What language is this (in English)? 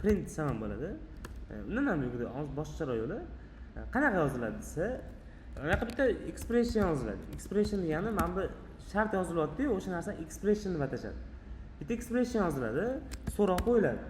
Uzbek